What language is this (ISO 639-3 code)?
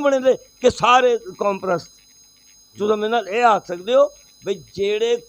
skr